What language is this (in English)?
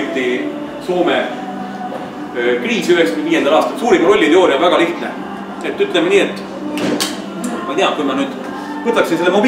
Estonian